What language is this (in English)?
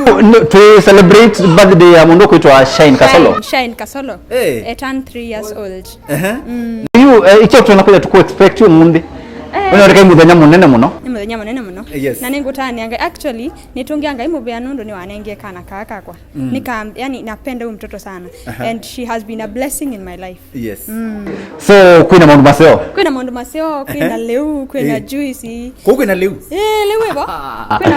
Kamba